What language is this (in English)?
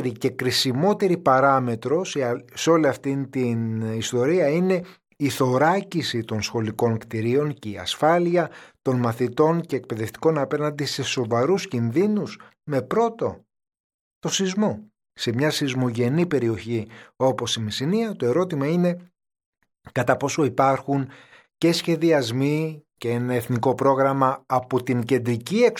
Greek